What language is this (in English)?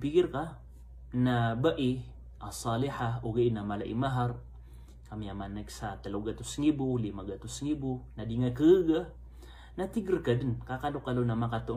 Maranao